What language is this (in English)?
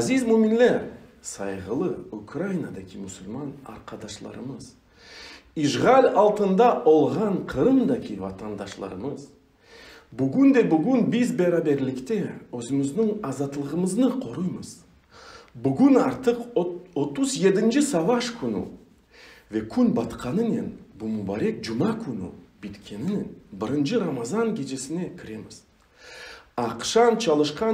Crimean Tatar